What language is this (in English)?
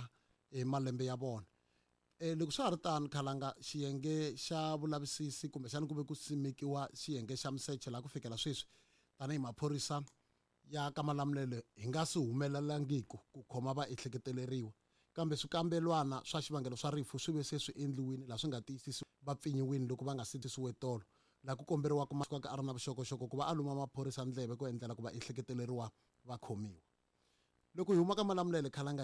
Tsonga